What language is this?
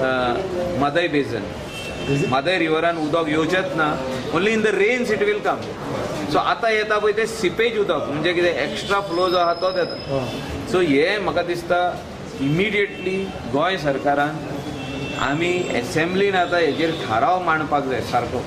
Konkani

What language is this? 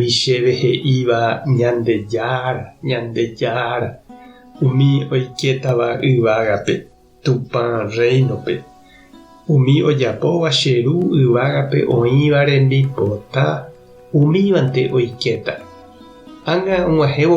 Guarani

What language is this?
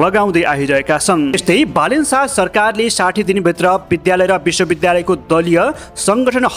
Nepali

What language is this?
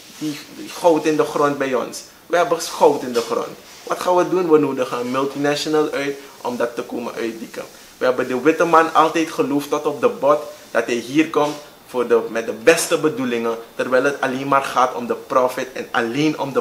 Dutch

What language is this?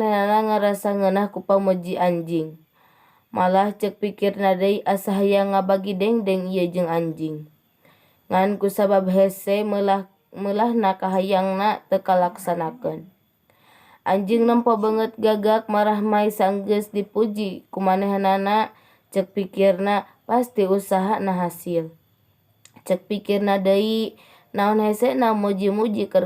Sundanese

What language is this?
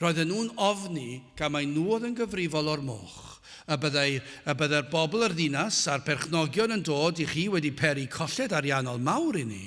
Welsh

